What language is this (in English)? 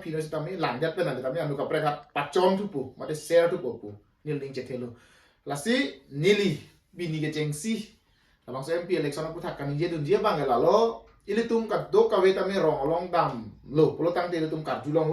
Karbi